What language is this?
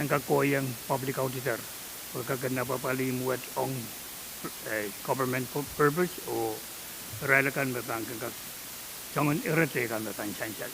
Pohnpeian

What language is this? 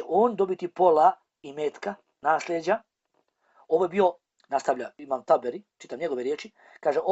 Bosnian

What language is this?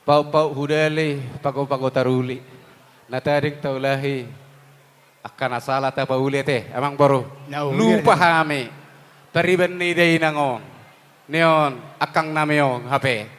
Batak Toba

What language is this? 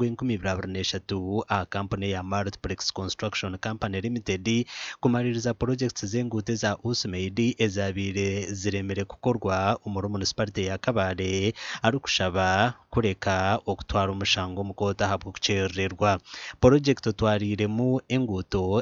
Nyankole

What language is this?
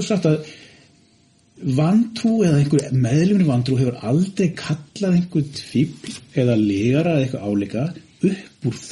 Icelandic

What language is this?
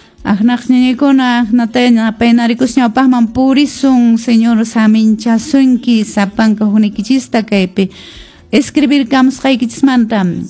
Quechua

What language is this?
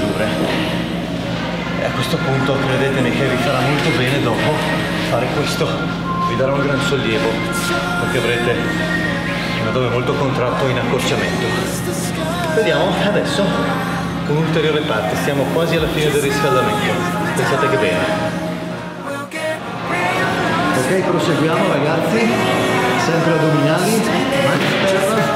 Italian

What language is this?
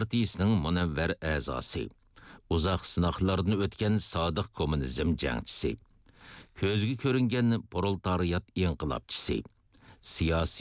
Uyghur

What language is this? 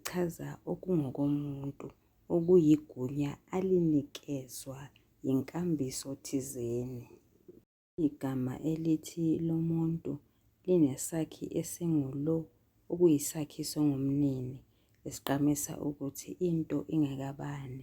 Zulu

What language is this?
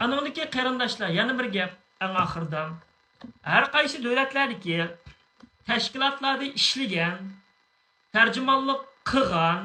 Uyghur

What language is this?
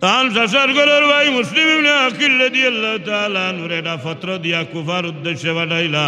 Sylheti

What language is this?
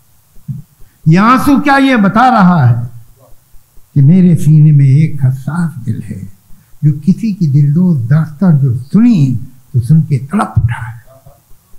Urdu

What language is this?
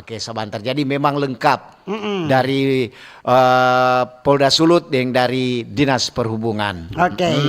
Manado Malay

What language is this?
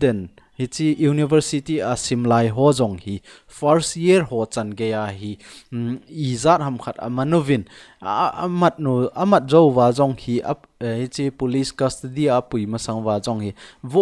Thado Chin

